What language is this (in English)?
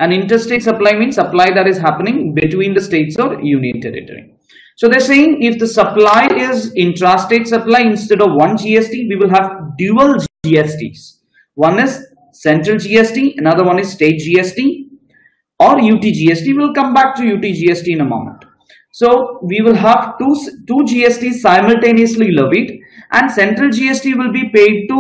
English